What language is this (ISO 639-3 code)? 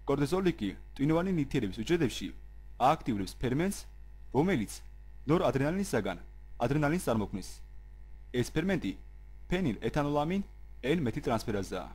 kat